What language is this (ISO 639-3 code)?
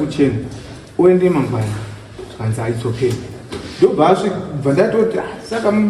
sna